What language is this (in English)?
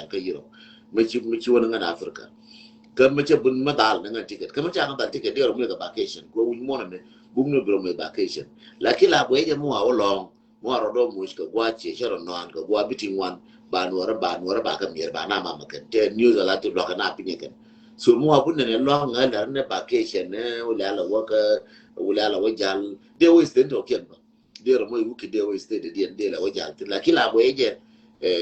Nuer